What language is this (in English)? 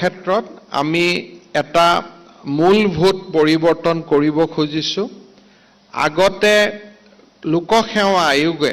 Assamese